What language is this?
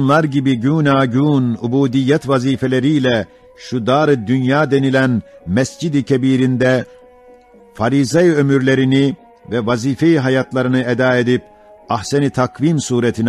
Ottoman Turkish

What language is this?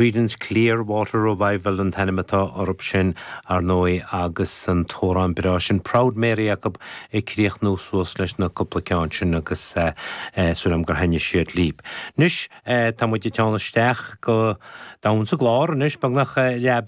Irish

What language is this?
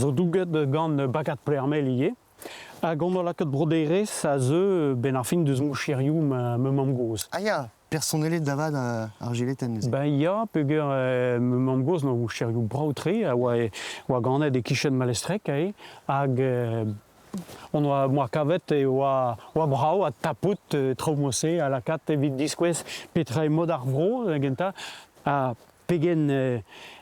Breton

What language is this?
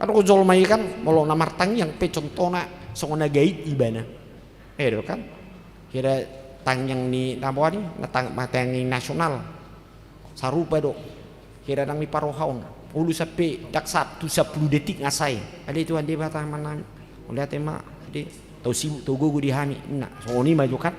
Batak Toba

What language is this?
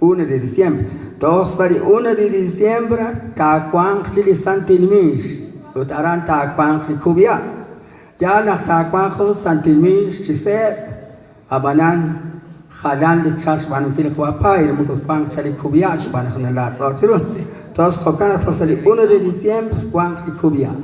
Kekchí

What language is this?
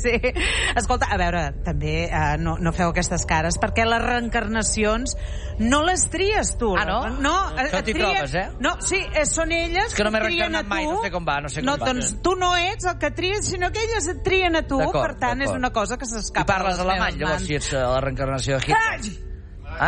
Catalan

